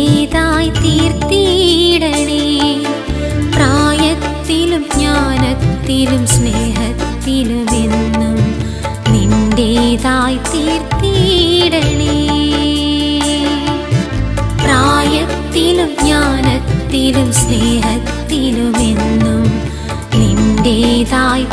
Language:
Malayalam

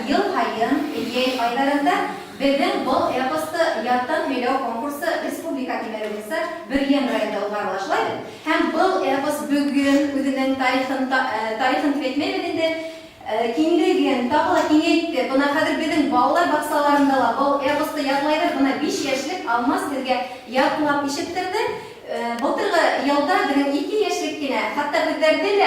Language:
Bashkir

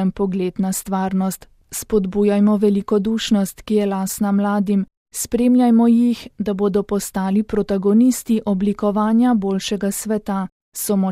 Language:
Slovenian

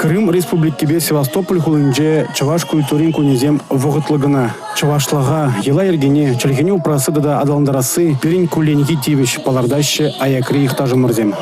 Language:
Chuvash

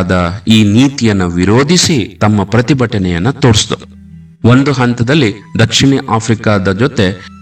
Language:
Kannada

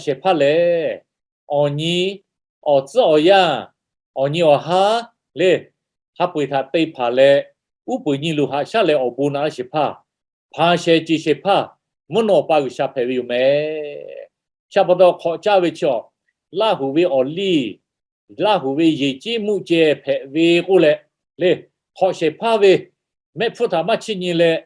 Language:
Lahu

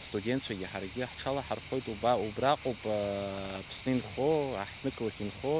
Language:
Abkhazian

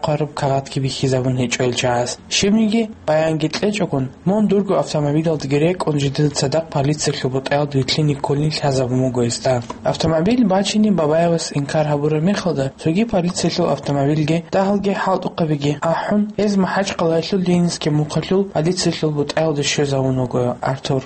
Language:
Avaric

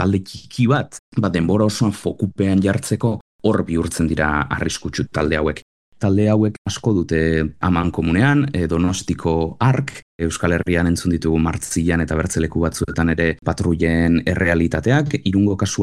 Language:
Basque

